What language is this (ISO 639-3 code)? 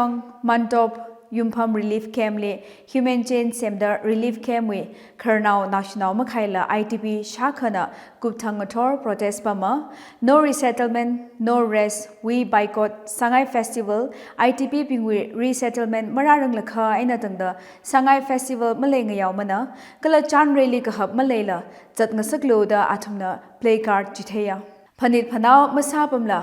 nmf